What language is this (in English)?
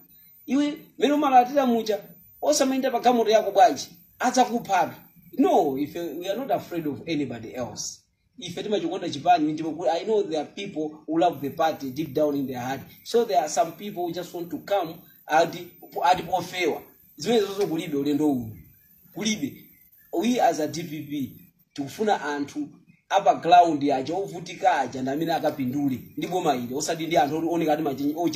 Nyanja